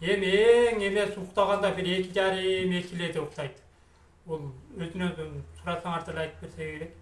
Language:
Kyrgyz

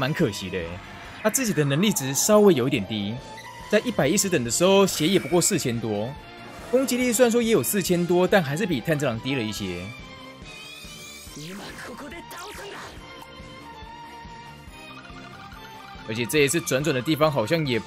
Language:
Chinese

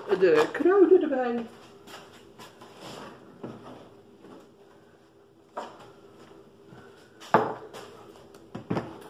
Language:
Dutch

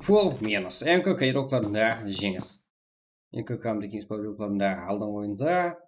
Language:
Kara-Kalpak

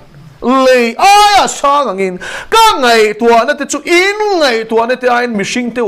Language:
Mizo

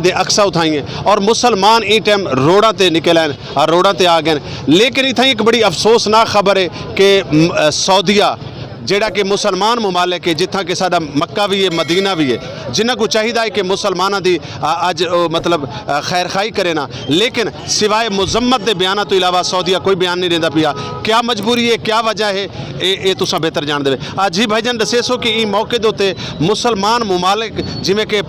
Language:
Saraiki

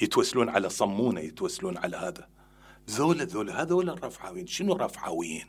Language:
Mesopotamian Arabic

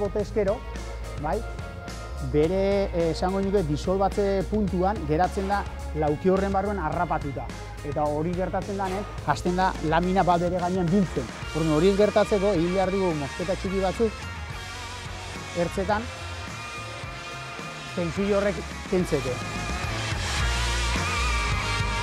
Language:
Basque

